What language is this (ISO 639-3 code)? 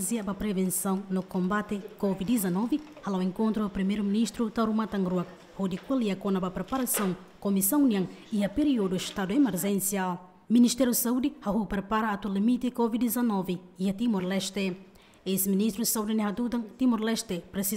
tet